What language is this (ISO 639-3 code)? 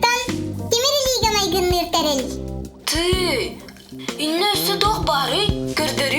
sah